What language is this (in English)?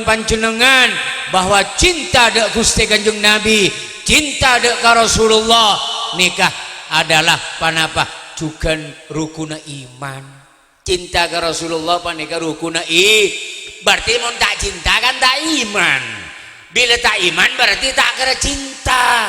Madurese